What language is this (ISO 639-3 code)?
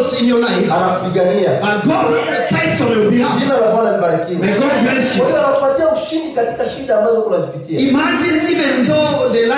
swa